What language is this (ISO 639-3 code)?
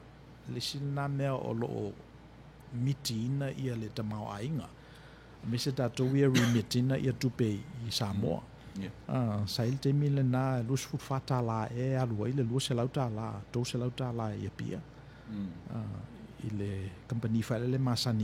smo